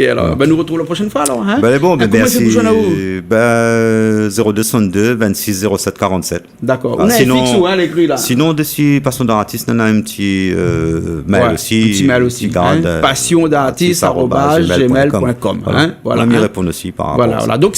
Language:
Réunion Creole French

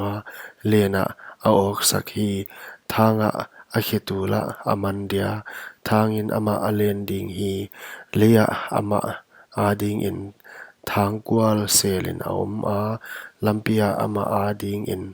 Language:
Paite Chin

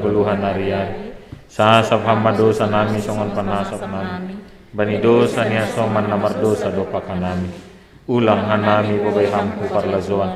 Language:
Batak Simalungun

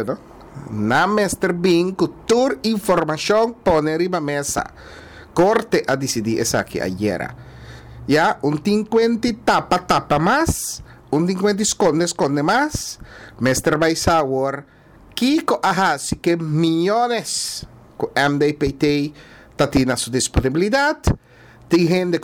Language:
Papiamento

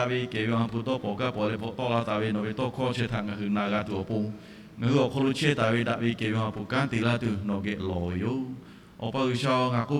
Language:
Lahu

